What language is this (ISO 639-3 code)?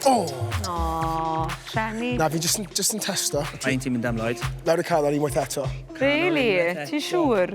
cym